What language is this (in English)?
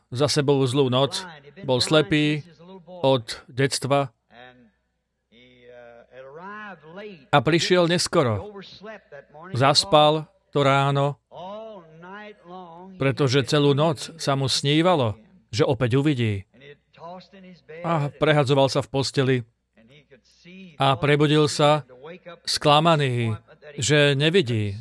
Slovak